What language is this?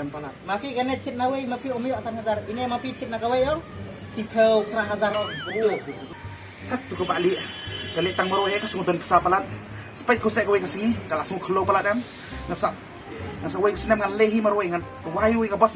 Khasi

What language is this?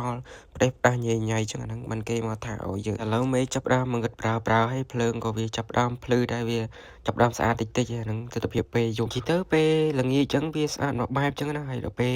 Khmer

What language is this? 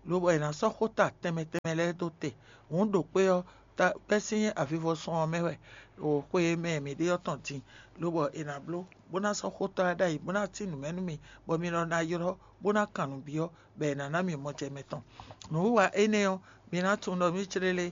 Fon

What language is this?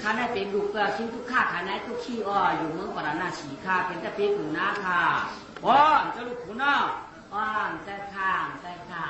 Shan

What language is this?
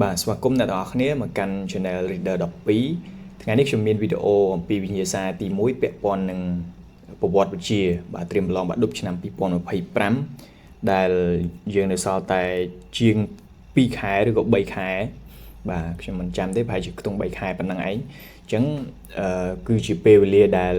Khmer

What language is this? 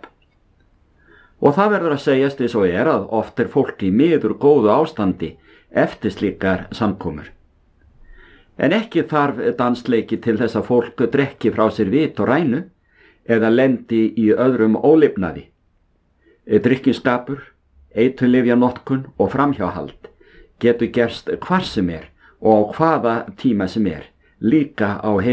Icelandic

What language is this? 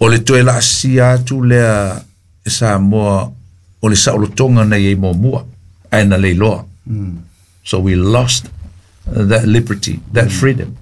Samoan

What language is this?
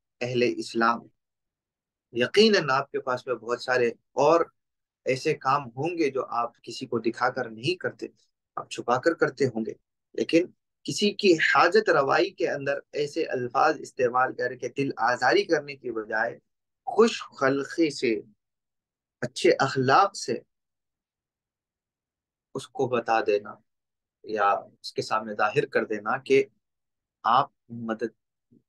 Urdu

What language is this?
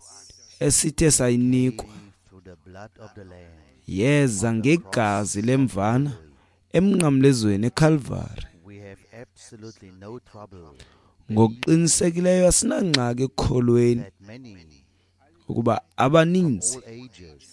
Xhosa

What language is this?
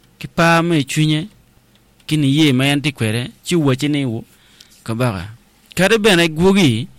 Acoli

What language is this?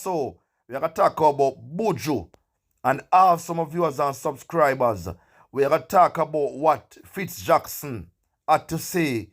Jamaican Creole English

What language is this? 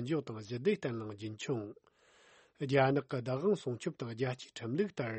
Tibetan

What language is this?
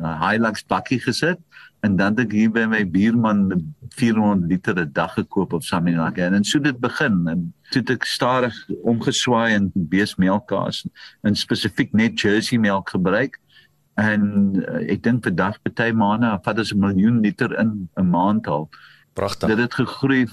Afrikaans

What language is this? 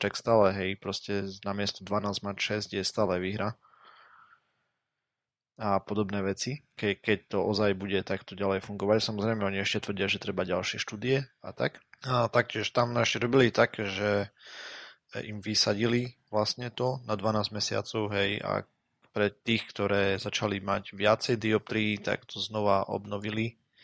Slovak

